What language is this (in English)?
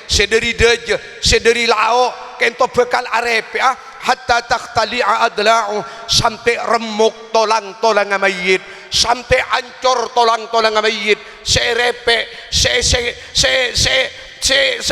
Madurese